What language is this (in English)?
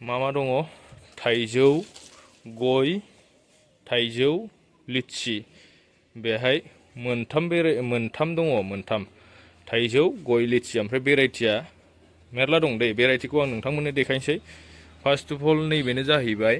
Bodo